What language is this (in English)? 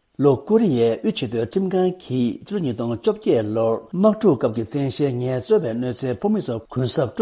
Tibetan